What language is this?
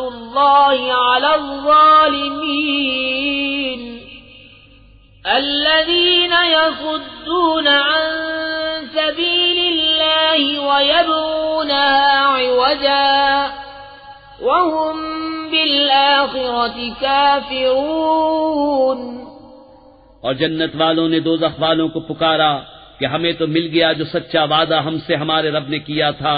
Urdu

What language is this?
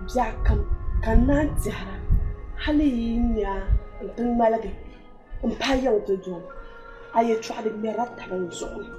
Dagbani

